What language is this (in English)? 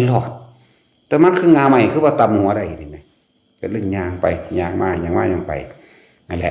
Northeastern Thai